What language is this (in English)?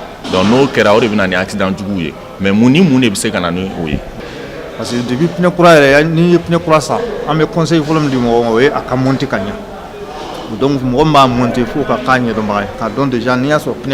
Bambara